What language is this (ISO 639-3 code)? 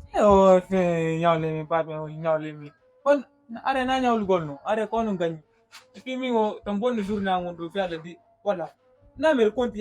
ful